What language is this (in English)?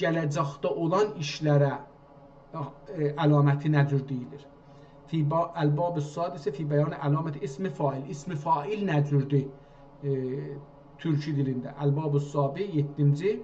South Azerbaijani